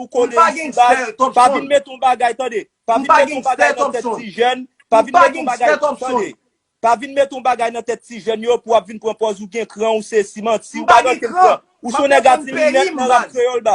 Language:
Haitian Creole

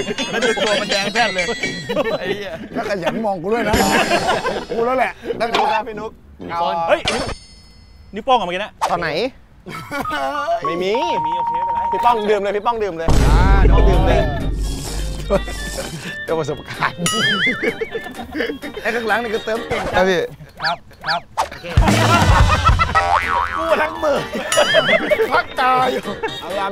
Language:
Thai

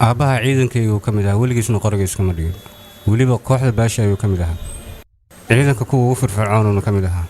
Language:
Somali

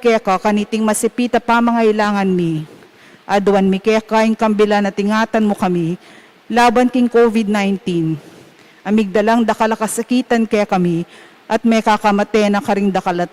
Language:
Pampanga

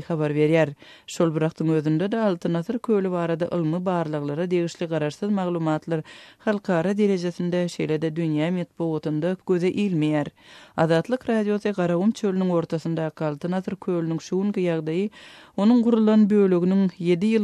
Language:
Turkmen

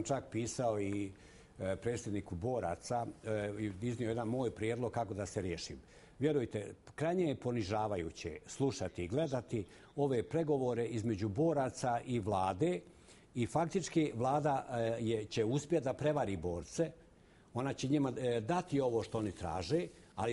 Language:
Bosnian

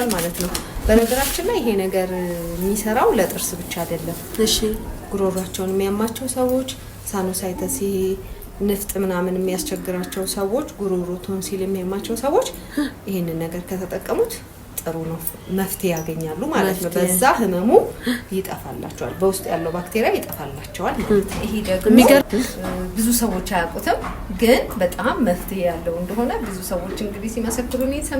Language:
Amharic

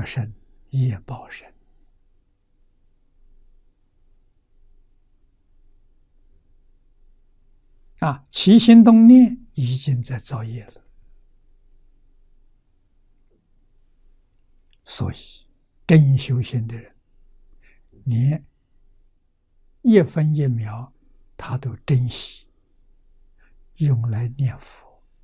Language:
Chinese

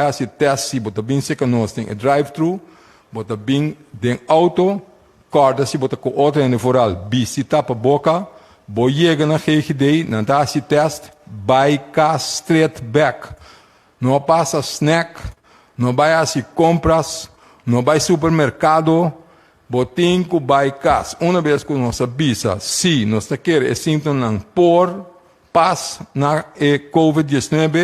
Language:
Papiamento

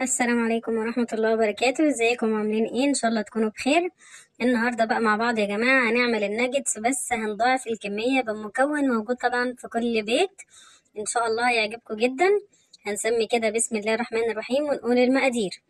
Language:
Egyptian Arabic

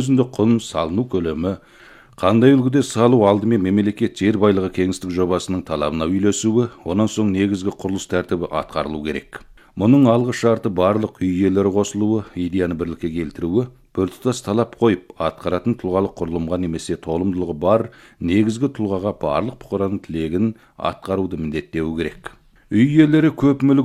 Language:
Kazakh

